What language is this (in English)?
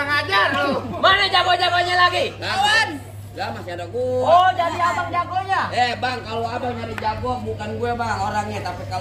Betawi